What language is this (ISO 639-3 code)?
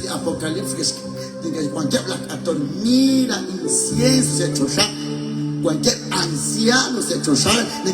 kek